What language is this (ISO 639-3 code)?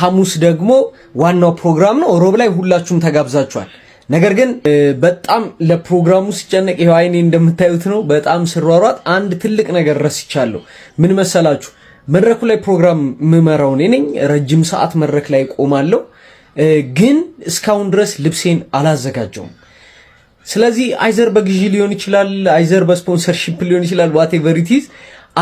amh